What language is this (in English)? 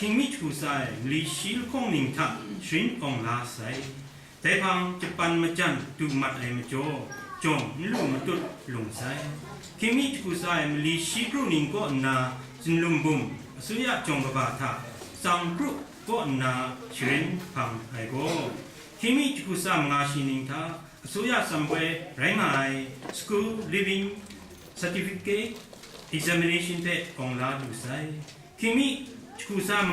Kachin